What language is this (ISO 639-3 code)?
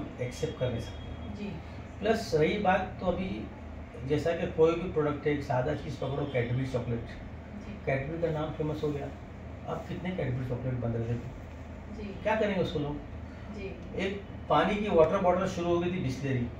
hin